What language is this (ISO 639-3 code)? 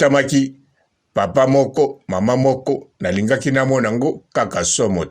lin